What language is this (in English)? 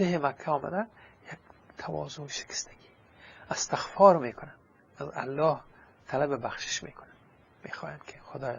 Persian